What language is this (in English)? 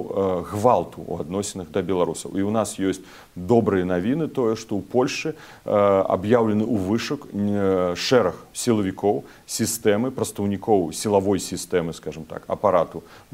Belarusian